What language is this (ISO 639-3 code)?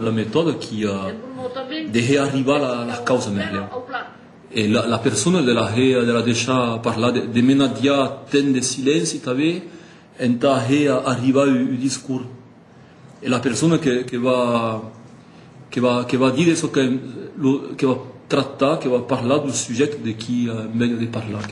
oci